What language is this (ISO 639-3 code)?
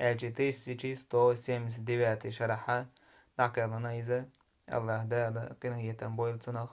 che